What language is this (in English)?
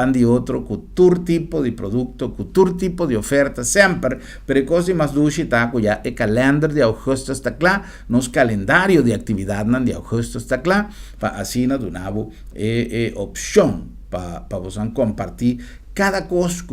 Papiamento